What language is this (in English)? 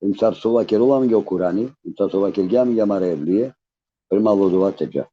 Balkan Romani